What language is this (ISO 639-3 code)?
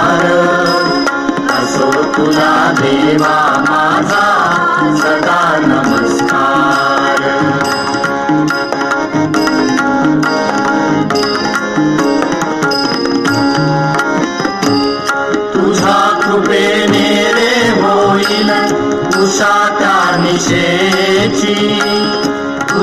mar